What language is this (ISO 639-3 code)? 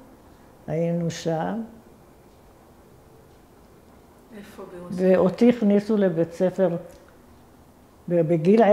heb